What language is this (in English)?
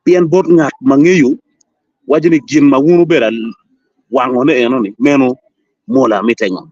Acoli